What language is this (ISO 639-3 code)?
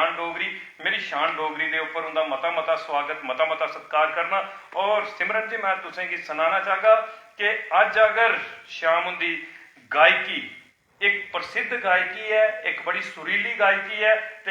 doi